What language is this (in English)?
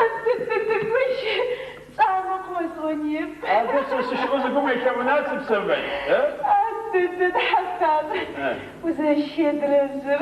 Adyghe